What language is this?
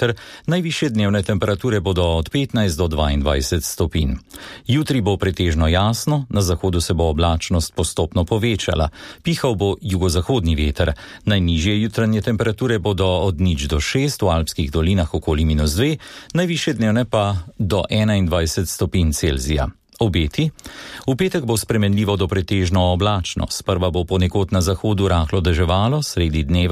Slovenian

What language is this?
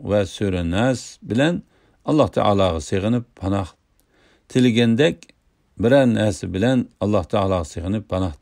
Uyghur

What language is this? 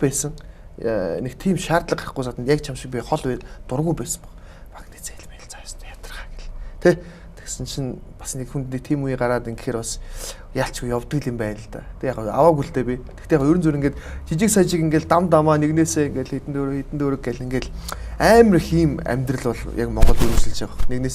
Mongolian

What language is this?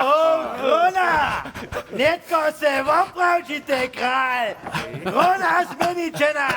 Upper Sorbian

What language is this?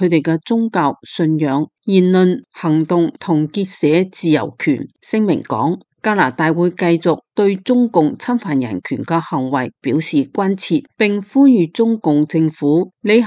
Cantonese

